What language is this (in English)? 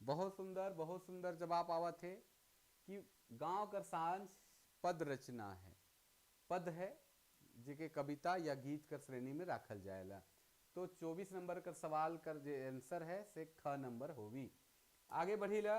Sadri